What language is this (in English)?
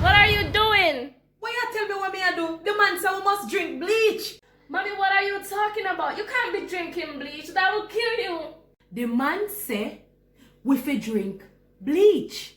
Jamaican Creole English